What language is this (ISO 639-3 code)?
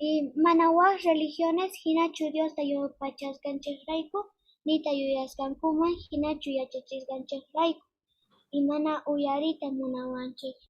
que